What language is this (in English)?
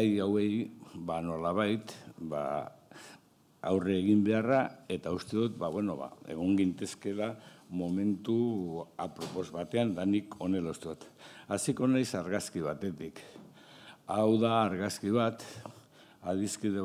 Basque